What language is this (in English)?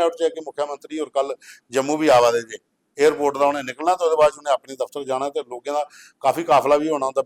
Dogri